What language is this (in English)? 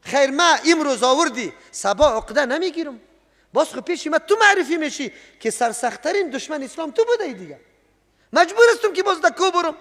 Persian